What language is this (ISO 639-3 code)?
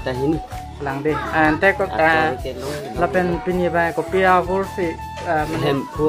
mjw